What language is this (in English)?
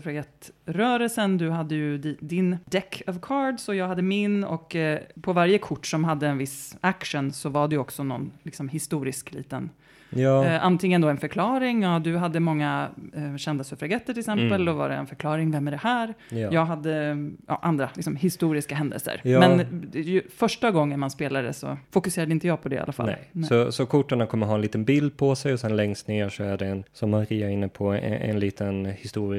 Swedish